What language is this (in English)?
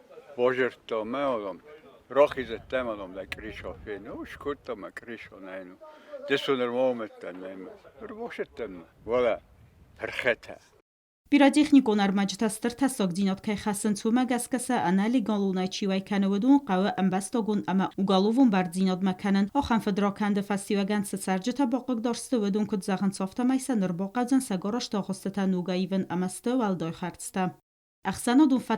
Ossetic